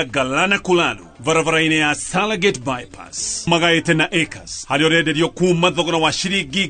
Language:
Kikuyu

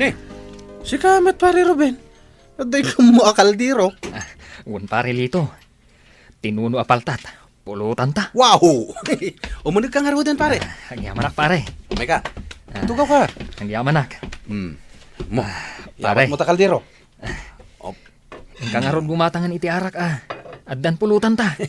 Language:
Iloko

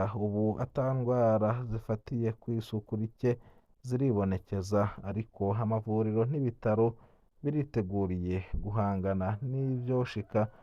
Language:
Rundi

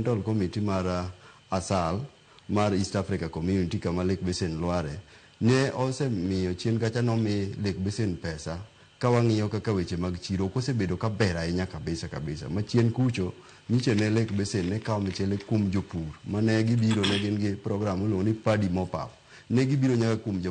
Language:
Luo (Kenya and Tanzania)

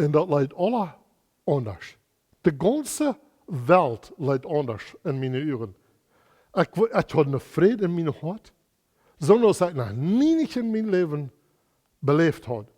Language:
Plautdietsch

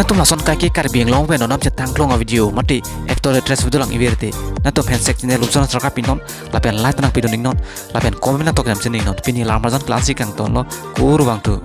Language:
Karbi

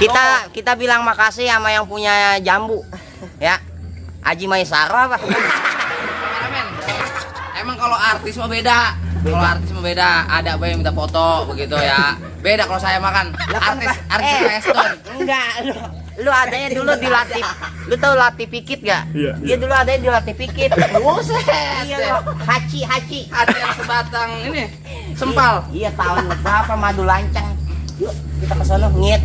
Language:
Betawi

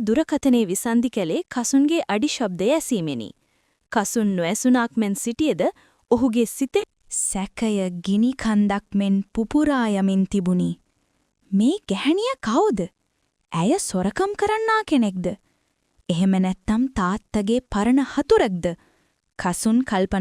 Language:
Sinhala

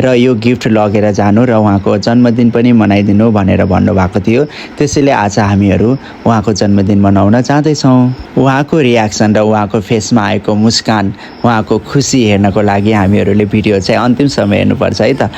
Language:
Nepali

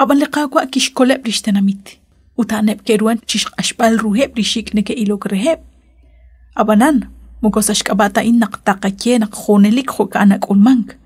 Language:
Kekchí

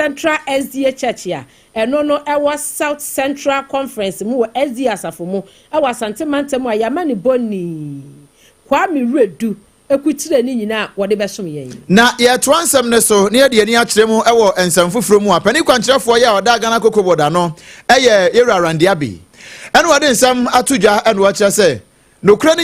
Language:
Akan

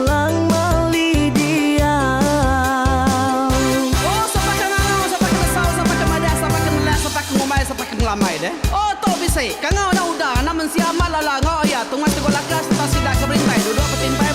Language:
Iban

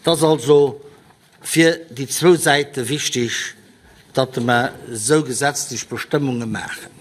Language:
Luxembourgish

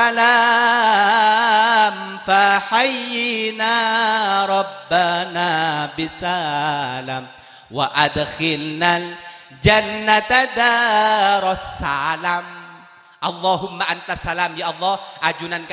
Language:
Madurese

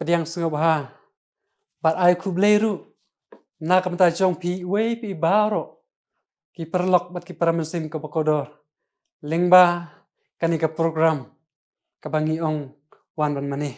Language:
Khasi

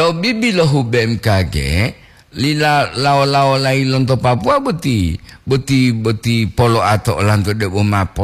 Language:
Gorontalo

